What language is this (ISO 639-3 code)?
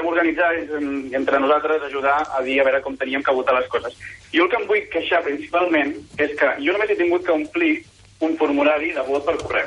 cat